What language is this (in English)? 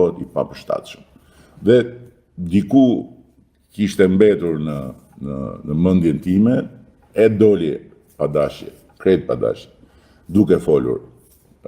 Albanian